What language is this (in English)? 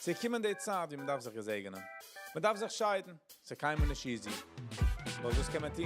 Yiddish